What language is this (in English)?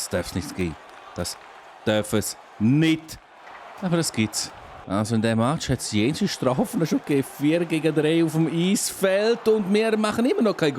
Swiss German